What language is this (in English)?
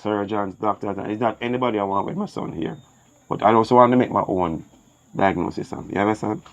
Jamaican Creole English